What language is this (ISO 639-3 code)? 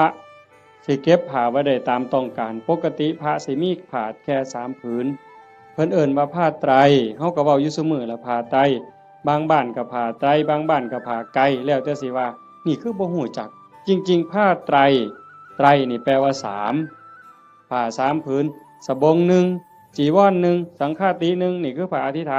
tts